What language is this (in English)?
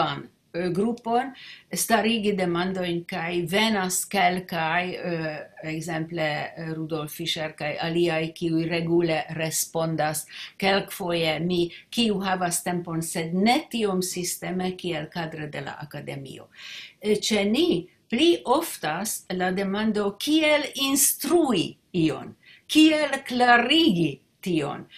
Esperanto